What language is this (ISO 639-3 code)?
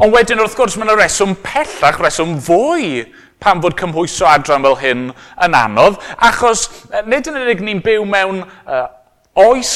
cym